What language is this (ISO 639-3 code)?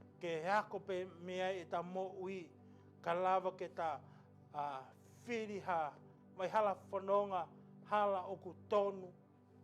ton